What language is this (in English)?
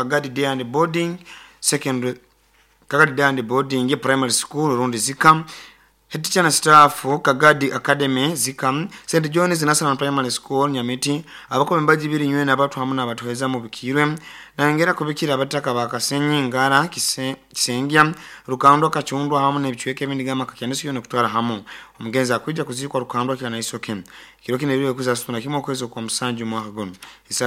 Nyoro